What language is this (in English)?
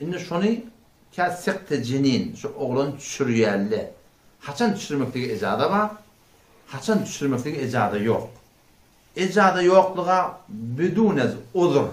Turkmen